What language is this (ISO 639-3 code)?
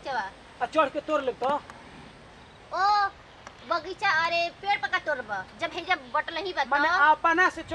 bho